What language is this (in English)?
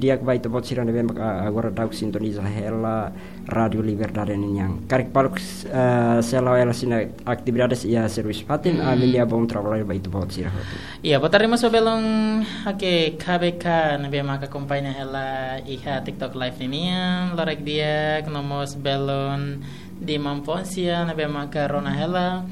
Tetum